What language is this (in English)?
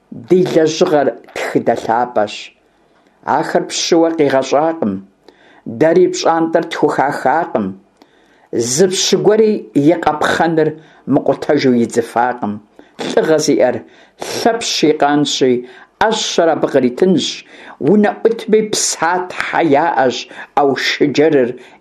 Kabardian